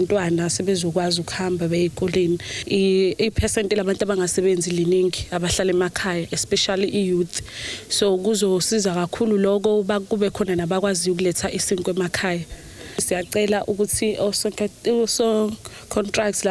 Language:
Zulu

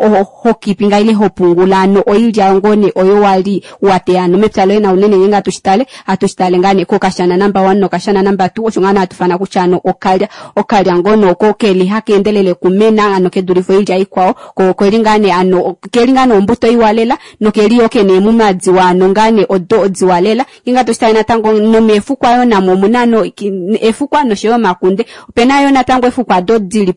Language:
Kuanyama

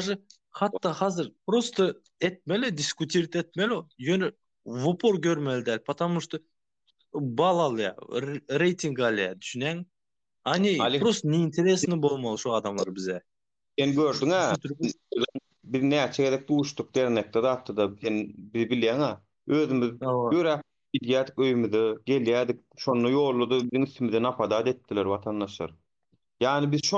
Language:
Turkmen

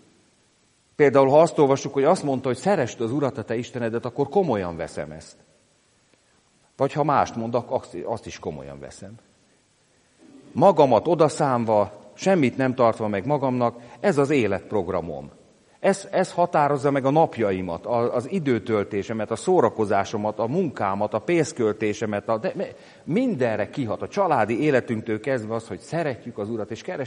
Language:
Hungarian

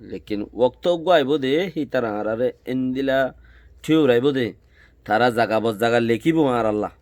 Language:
Rohingya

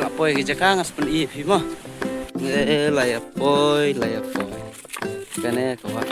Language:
Khasi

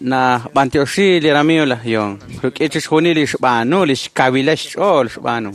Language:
Kekchí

